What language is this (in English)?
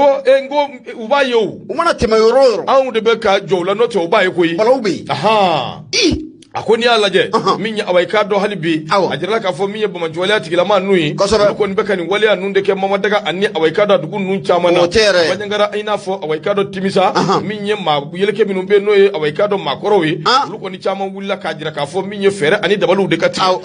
Bambara